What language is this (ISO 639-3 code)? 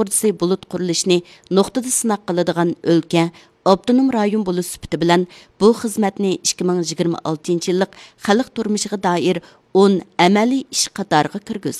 uig